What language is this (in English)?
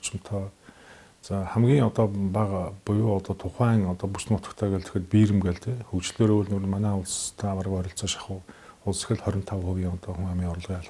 Mongolian